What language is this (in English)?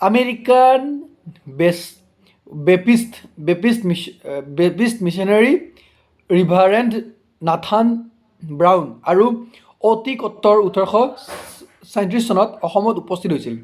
Assamese